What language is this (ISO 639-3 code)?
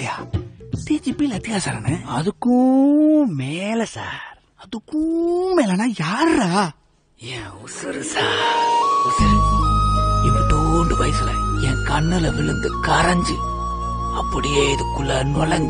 tam